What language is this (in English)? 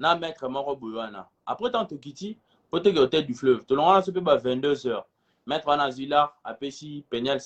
Lingala